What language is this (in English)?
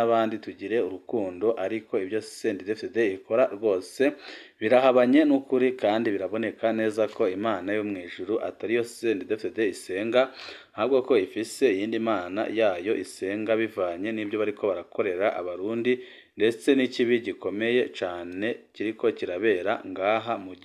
Rundi